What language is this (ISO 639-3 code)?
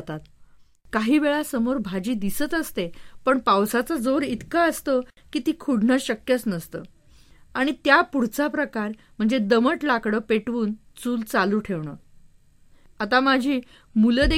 mar